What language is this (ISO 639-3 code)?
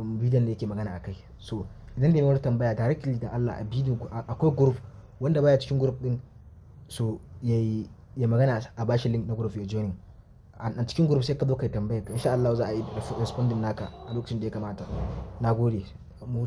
hau